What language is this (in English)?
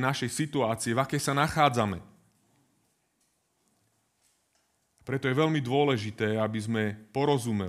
Slovak